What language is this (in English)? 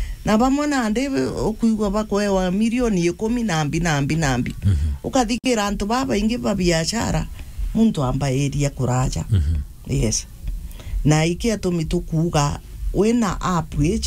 Meru